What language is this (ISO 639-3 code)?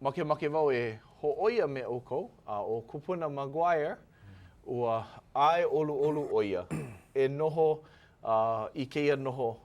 haw